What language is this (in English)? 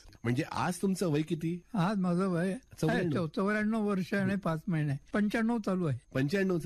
Marathi